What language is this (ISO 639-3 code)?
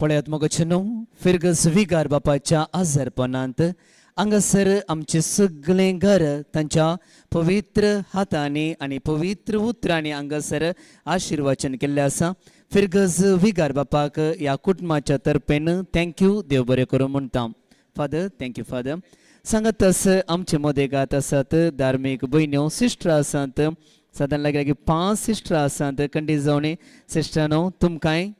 kok